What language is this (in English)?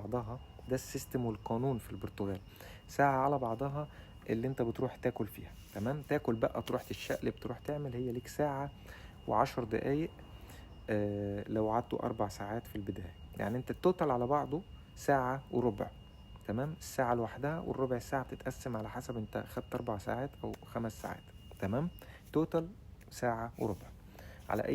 Egyptian Arabic